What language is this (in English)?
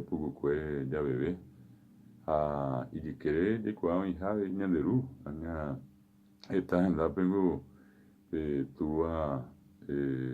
Guarani